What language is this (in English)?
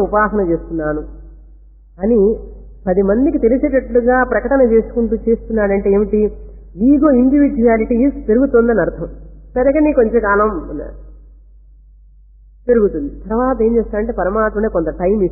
Telugu